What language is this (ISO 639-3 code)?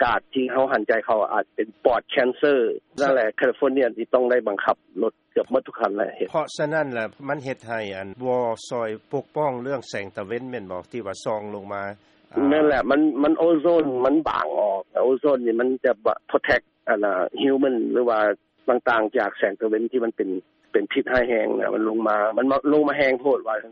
lao